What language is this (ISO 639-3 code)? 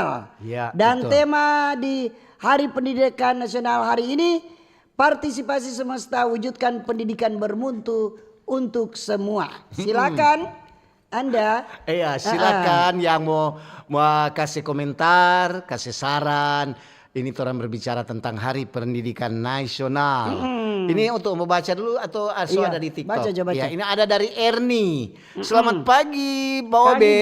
xmm